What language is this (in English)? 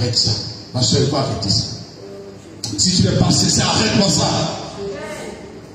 French